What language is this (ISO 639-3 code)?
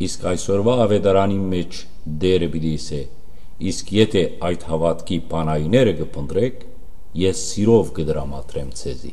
hyw